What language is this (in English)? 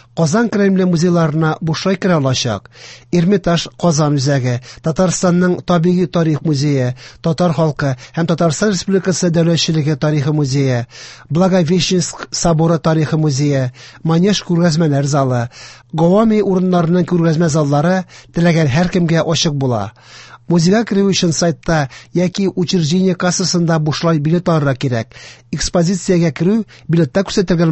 Tatar